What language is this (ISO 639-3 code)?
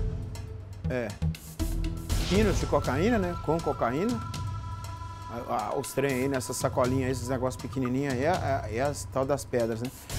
por